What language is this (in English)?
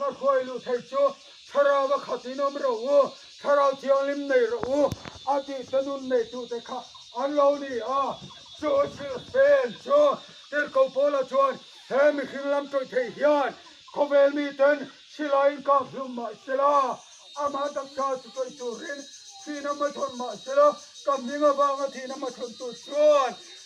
Mizo